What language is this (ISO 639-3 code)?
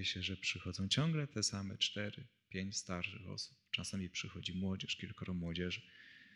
pol